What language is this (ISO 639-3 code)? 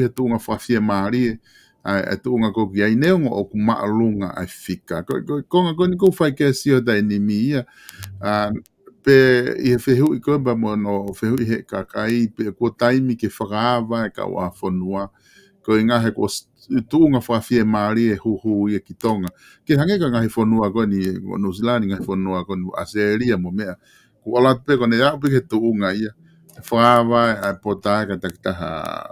ton